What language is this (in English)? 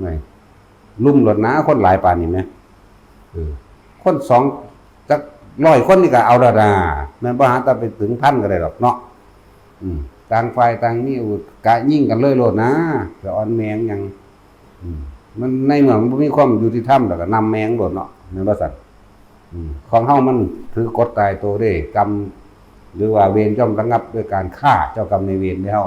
Northeastern Thai